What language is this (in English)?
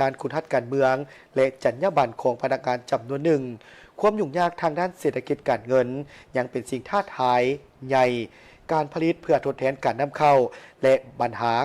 Lao